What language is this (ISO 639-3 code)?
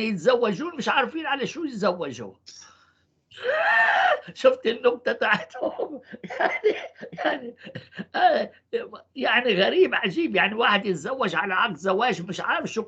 apc